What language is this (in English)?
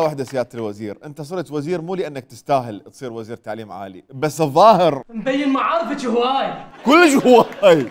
Mesopotamian Arabic